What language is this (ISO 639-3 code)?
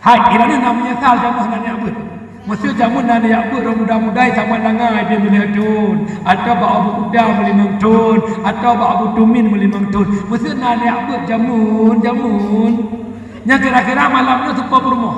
ace